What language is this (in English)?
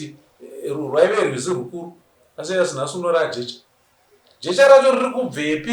Shona